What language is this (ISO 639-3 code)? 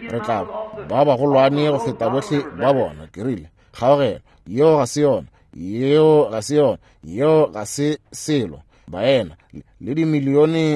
nso